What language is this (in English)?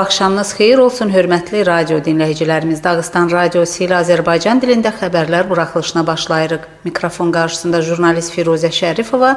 Azerbaijani